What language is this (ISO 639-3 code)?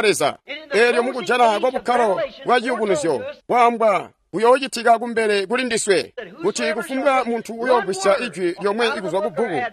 toi